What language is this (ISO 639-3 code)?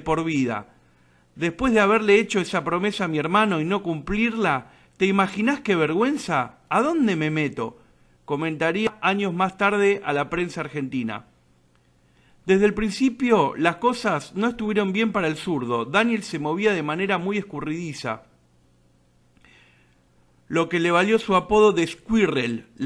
spa